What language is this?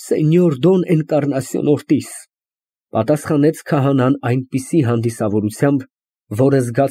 Armenian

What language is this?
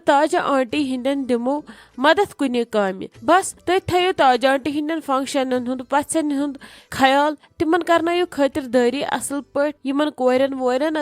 Kashmiri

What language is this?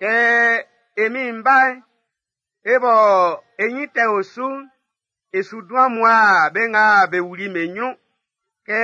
Baoulé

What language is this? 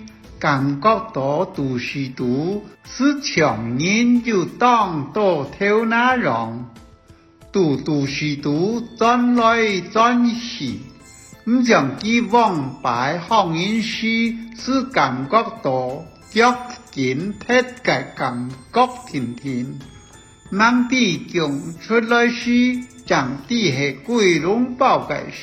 Hakka Chinese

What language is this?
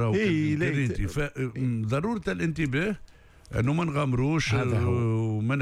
Tunisian Arabic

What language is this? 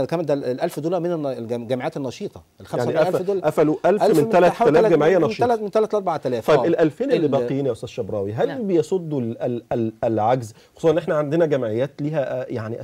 Egyptian Arabic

